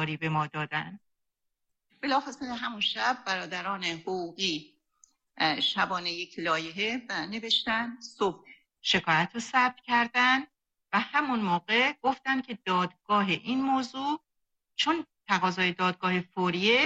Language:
Persian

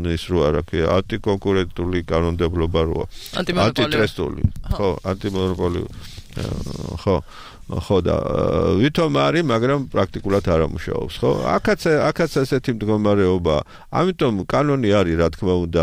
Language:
Georgian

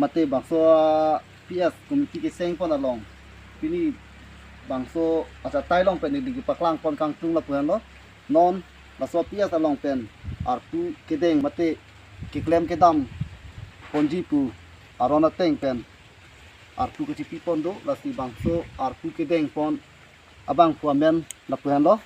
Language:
Karbi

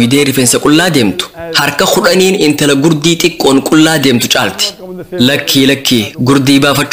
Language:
Oromo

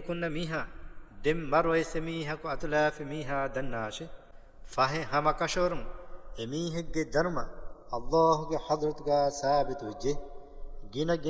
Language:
Divehi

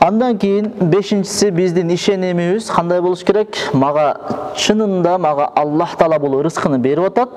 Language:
Kyrgyz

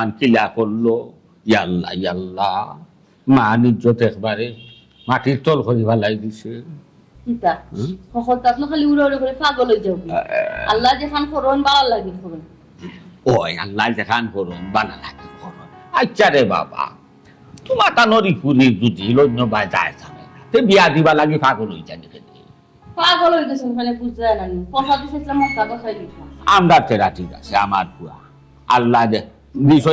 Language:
Sylheti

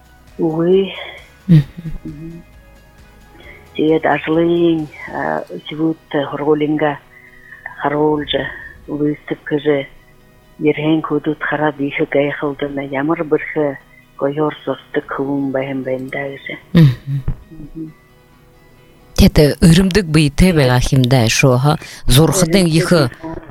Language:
Buriat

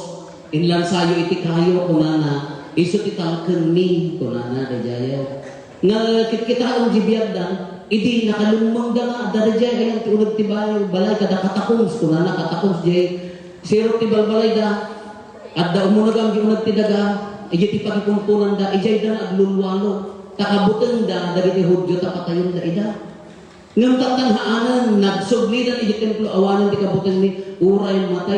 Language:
Iloko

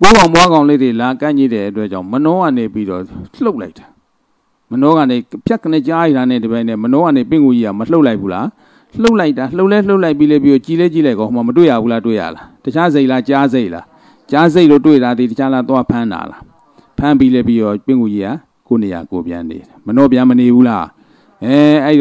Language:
Burmese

